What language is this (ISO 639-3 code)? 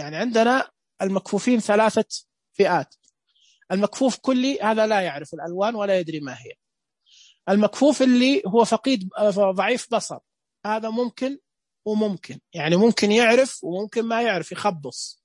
ars